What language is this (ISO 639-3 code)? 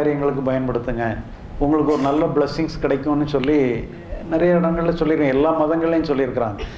tam